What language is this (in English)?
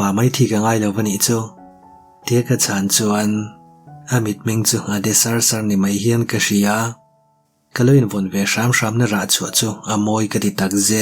Mizo